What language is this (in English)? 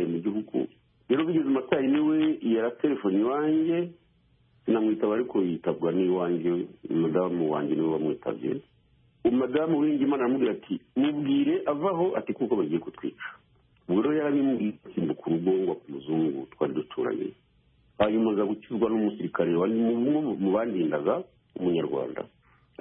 Kinyarwanda